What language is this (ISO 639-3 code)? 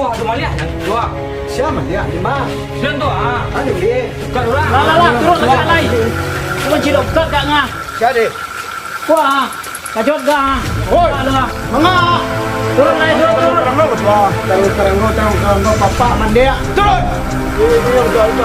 min